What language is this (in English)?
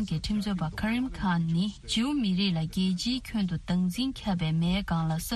Tibetan